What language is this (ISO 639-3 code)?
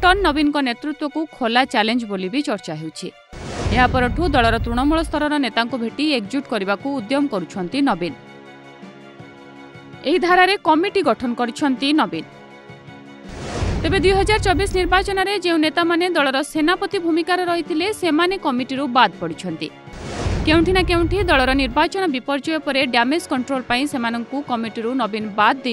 ori